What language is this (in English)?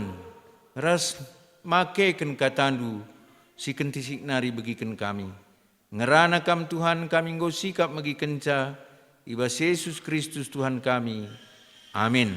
Batak Karo